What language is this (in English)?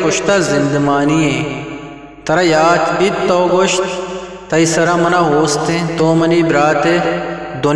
Eastern Balochi